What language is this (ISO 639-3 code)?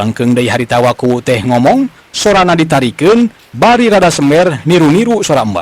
sun